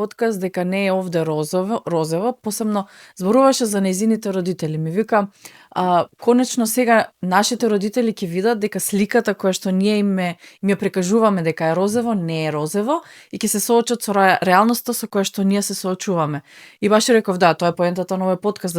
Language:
Macedonian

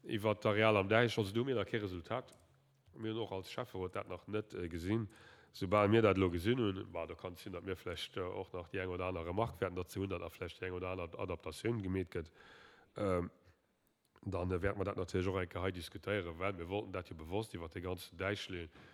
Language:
Luxembourgish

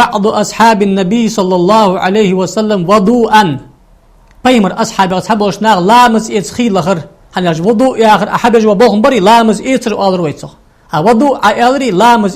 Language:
Ingush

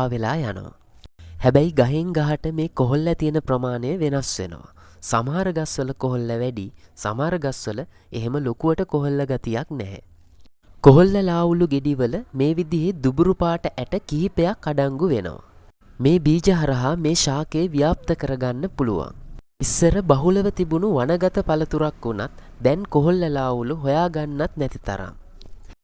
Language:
Sinhala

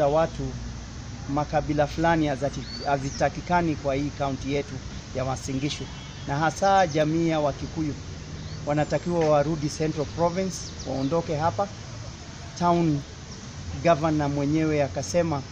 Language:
Swahili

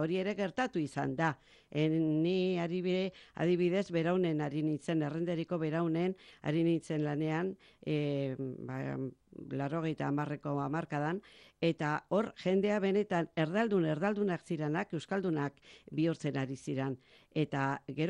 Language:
Basque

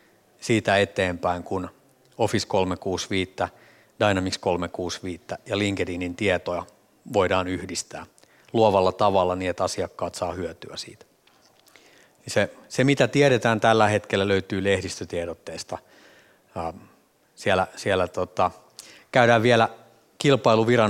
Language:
Finnish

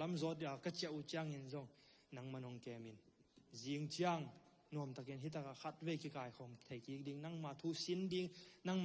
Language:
Tedim Chin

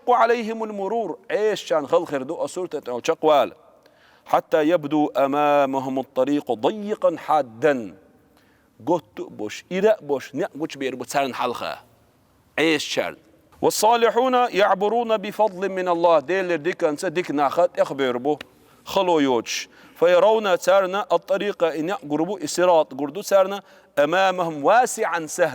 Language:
Chechen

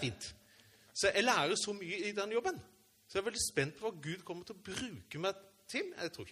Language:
Norwegian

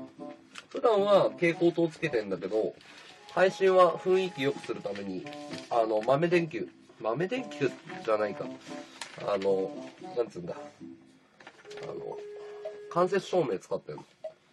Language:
Japanese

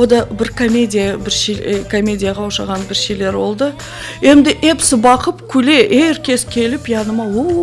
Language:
Crimean Tatar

